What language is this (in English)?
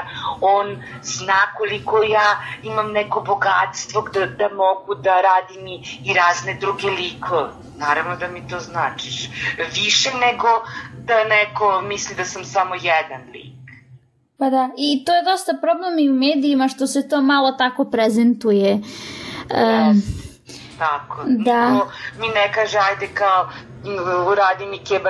Serbian